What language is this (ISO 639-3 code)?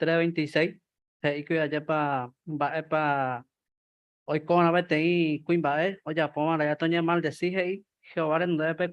grn